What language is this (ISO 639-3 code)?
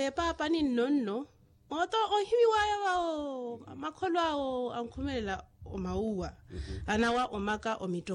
vmw